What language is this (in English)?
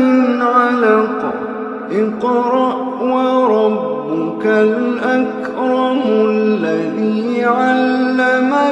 Kurdish